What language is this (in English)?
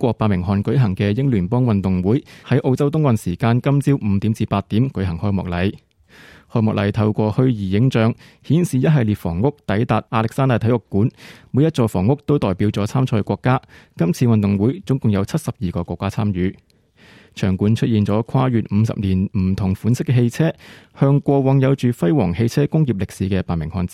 Cantonese